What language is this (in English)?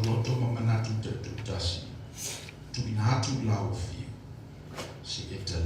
Samoan